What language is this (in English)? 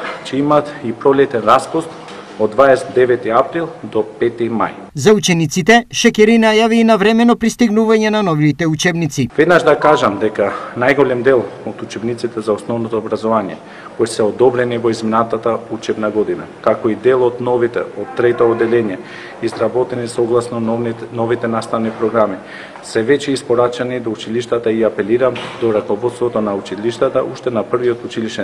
Macedonian